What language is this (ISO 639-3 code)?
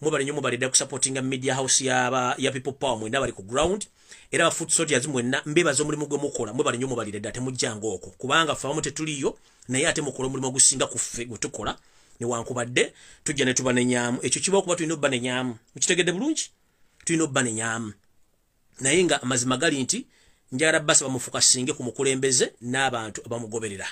lug